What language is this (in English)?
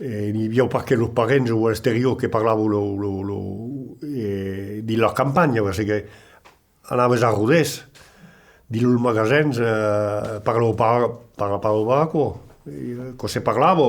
Occitan